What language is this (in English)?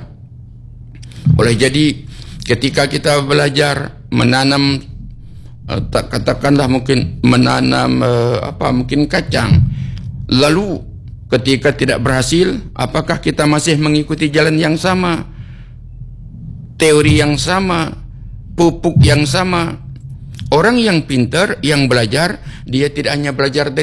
Indonesian